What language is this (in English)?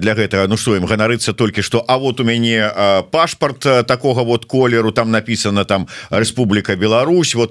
Belarusian